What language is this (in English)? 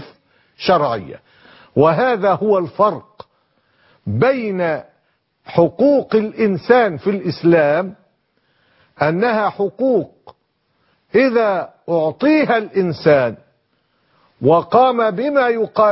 Arabic